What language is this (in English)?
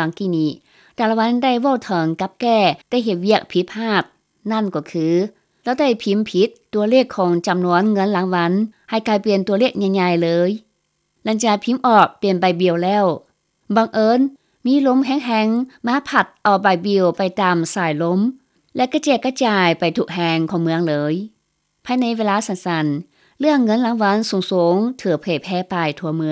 Lao